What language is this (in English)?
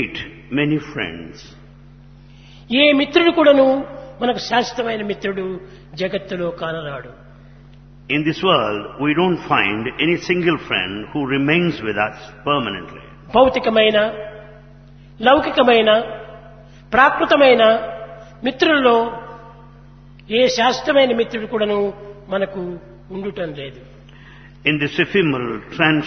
Telugu